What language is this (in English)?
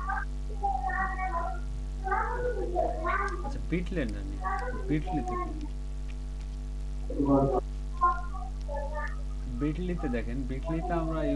Bangla